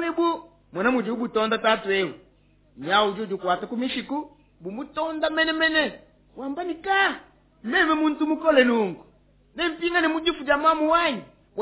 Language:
Luba-Lulua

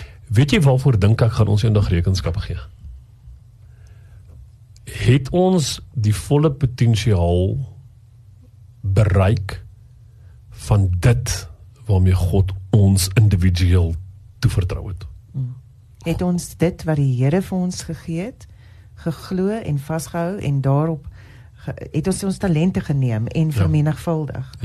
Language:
Afrikaans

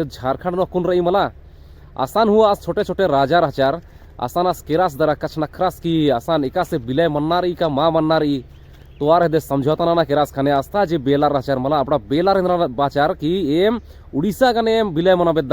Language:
Kurukh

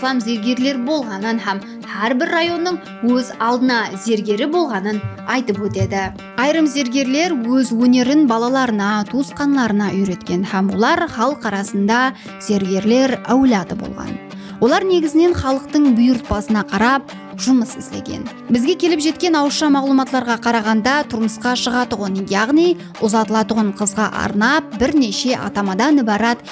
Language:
Kara-Kalpak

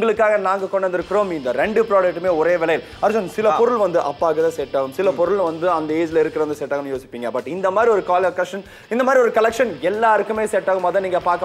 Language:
Tamil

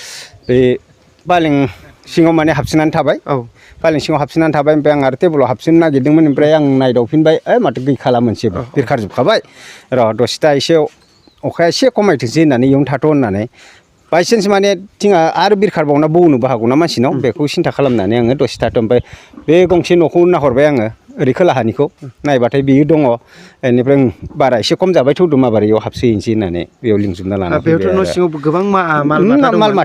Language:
Bodo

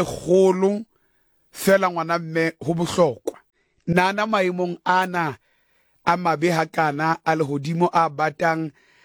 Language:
Southern Sotho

